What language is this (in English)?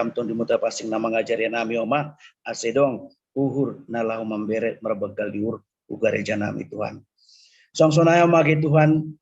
Batak Simalungun